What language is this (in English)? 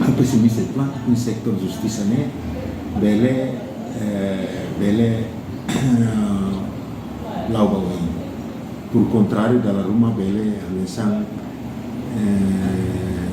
Tetum